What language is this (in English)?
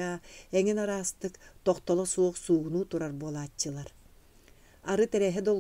Yakut